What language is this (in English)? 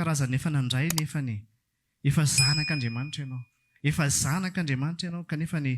Malagasy